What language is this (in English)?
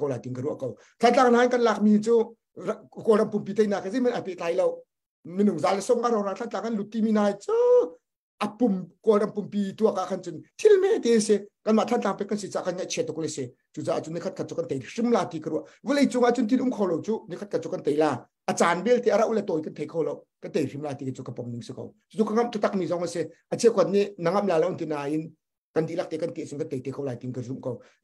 Hakha Chin